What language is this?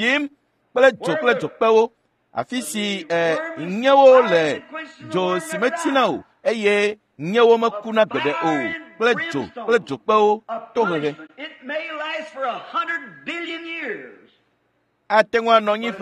Ewe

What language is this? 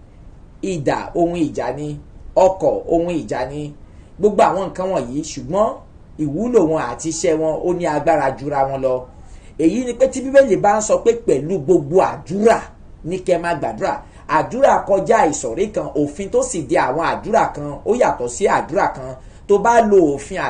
Yoruba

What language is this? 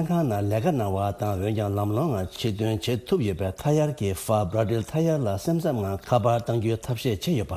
Tibetan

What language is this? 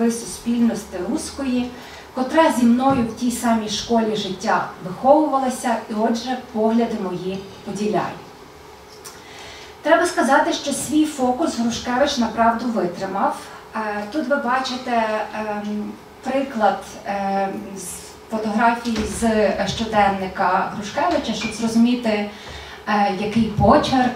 Ukrainian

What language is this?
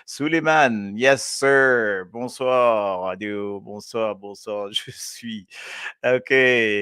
Morisyen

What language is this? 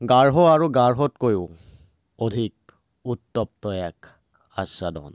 Assamese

